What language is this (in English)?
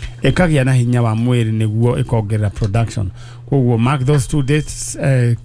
Kikuyu